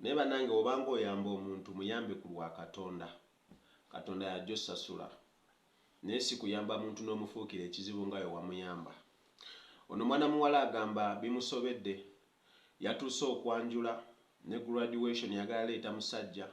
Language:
Ganda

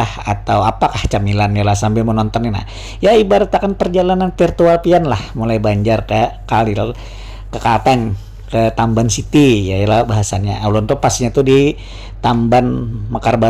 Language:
Banjar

